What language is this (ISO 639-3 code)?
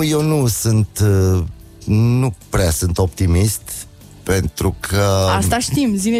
ron